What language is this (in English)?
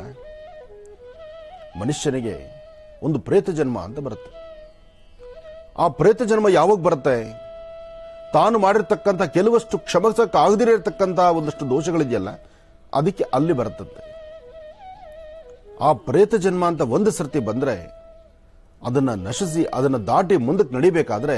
Kannada